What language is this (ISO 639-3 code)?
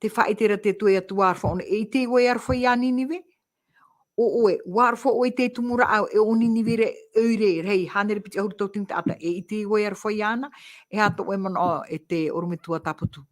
tah